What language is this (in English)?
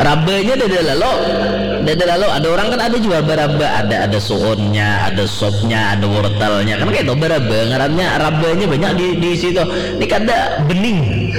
Banjar